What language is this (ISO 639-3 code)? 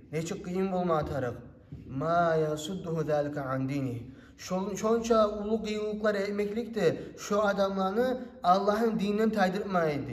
kum